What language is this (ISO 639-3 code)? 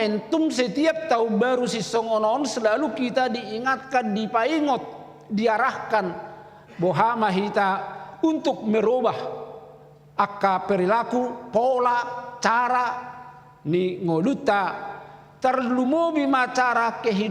bbc